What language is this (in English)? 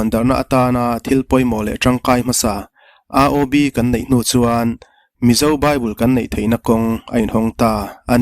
Mizo